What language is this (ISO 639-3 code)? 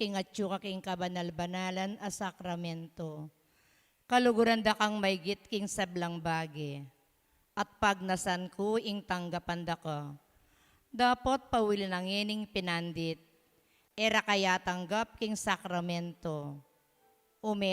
pam